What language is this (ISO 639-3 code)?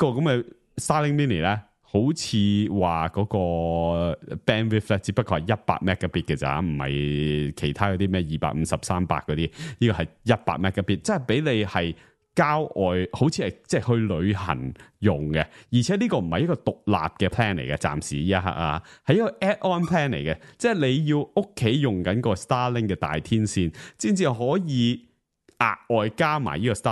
yue